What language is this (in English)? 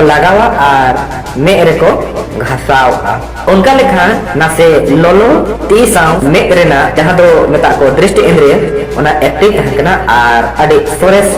Santali